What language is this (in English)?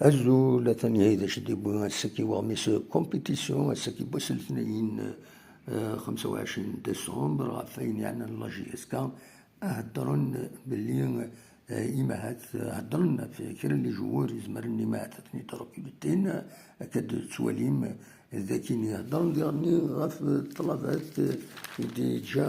Kabyle